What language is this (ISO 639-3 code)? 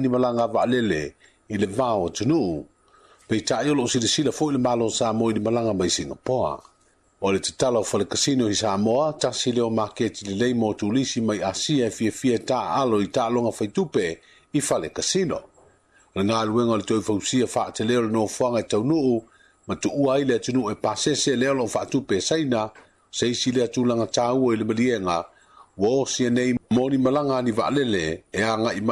smo